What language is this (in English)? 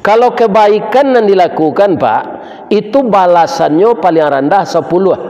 Minangkabau